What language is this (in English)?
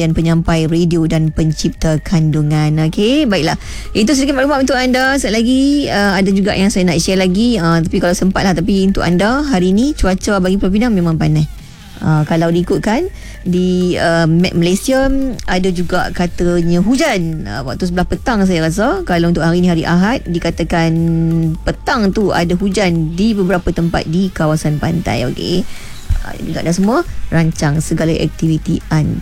Malay